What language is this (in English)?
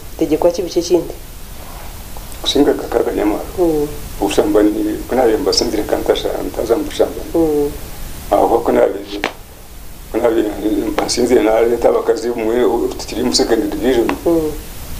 Kinyarwanda